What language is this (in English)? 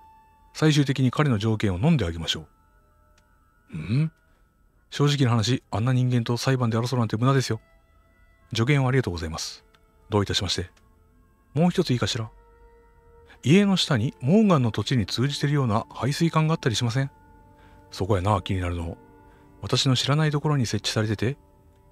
Japanese